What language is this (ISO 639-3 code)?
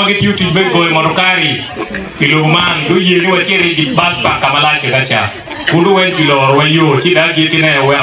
ach